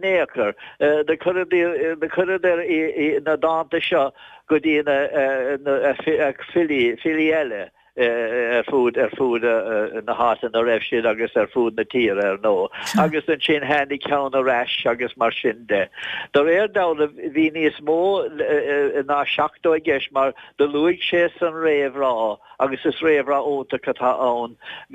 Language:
Irish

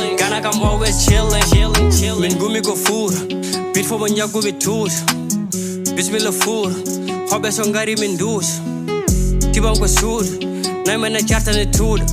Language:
Fula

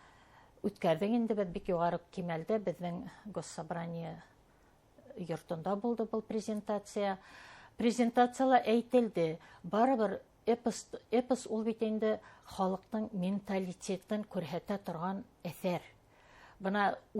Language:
Bashkir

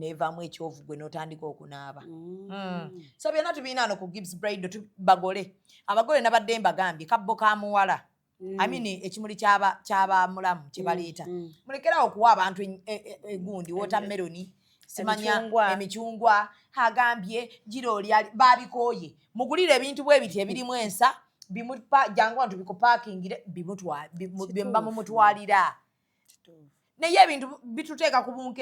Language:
Ganda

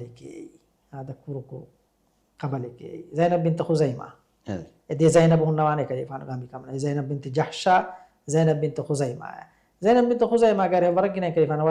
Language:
Divehi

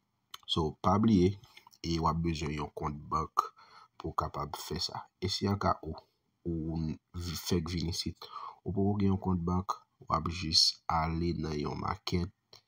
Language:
Haitian Creole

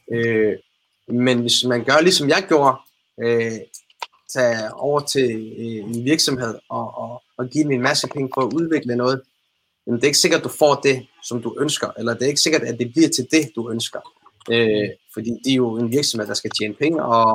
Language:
Danish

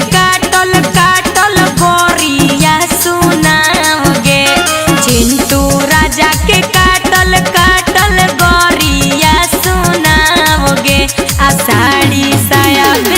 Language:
Magahi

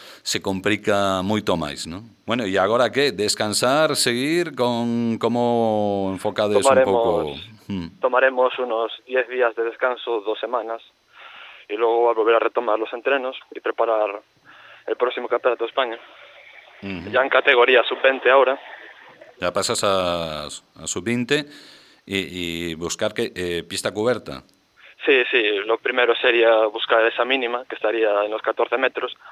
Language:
Galician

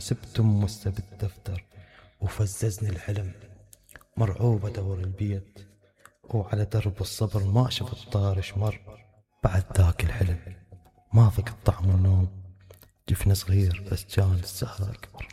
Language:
Mesopotamian Arabic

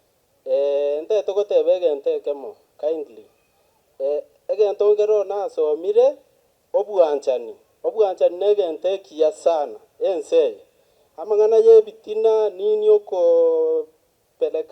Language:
Gusii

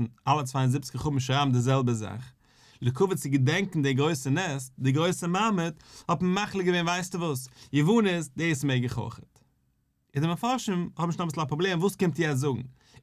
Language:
Yiddish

